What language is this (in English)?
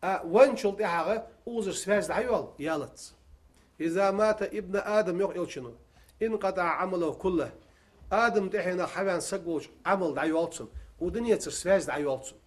Ingush